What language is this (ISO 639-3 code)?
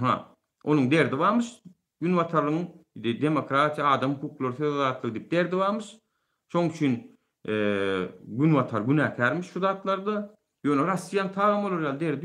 tuk